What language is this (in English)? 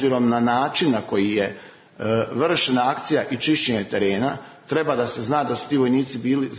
Serbian